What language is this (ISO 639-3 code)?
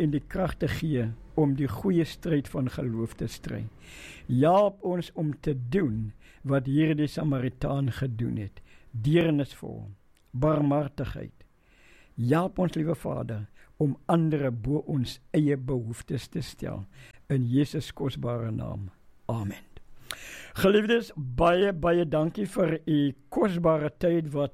afr